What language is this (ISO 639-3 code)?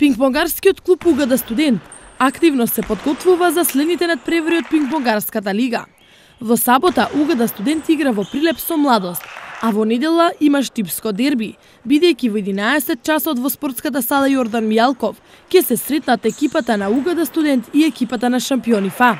mkd